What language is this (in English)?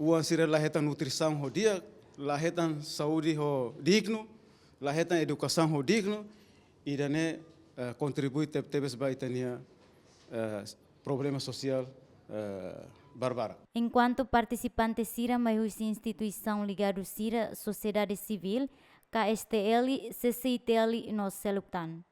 Tetum